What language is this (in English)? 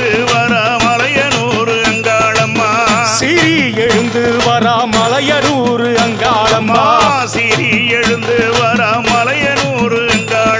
Tamil